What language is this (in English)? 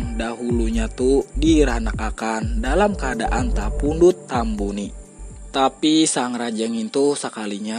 Banjar